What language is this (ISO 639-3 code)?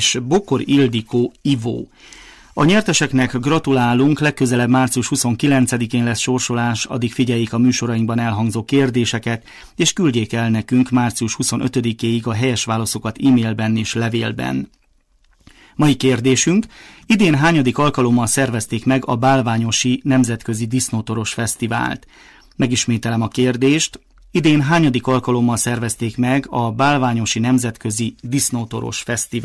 hun